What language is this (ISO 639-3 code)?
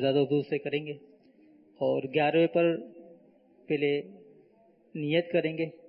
urd